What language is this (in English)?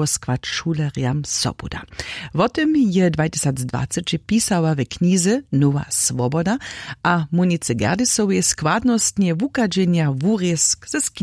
Upper Sorbian